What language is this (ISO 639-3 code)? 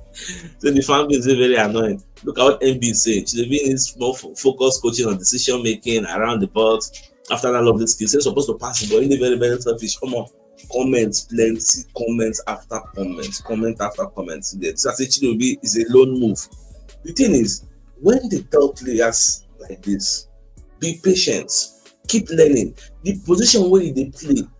pcm